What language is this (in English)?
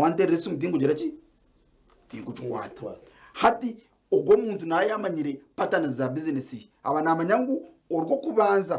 Nyankole